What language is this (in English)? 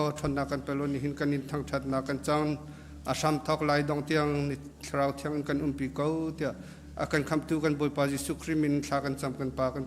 Hakha Chin